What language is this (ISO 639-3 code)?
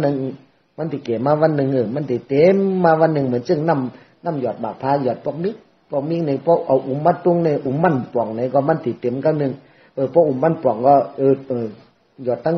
shn